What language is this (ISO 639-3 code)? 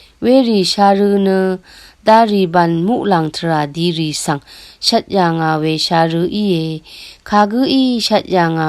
raw